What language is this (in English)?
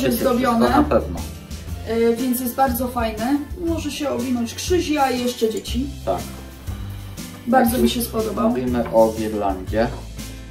Polish